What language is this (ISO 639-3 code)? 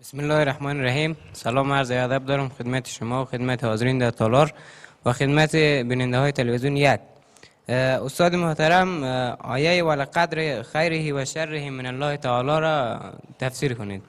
fas